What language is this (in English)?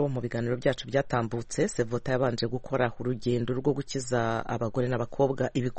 Kinyarwanda